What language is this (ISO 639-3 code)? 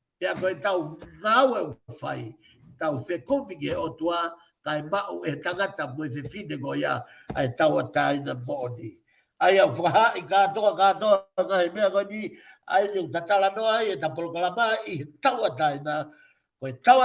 ton